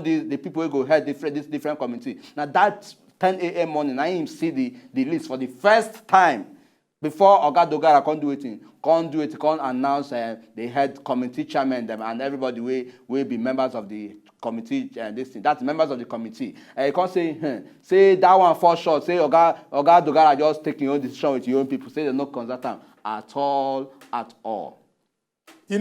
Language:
Nigerian Pidgin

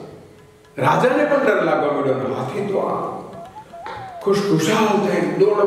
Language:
Gujarati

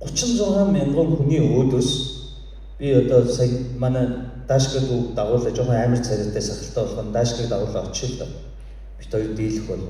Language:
Mongolian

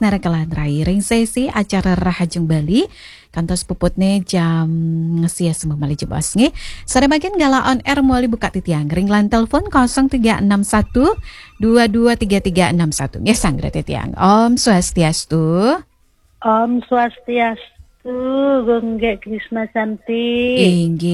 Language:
Balinese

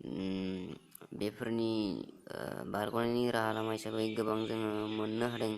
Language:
Bodo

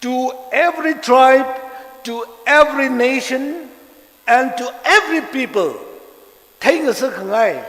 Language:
Tangkhul Naga (India)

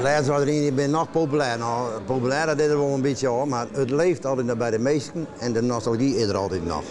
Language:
Western Frisian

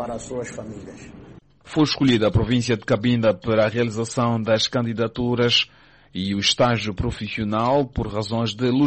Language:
Portuguese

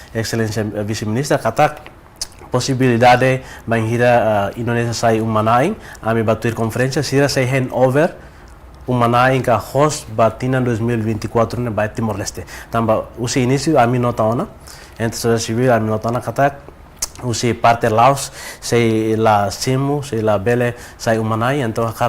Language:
Tetum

